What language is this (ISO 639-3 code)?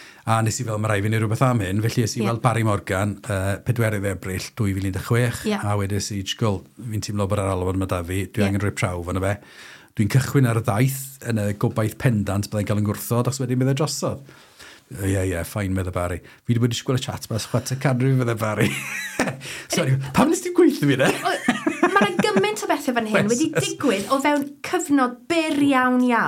cym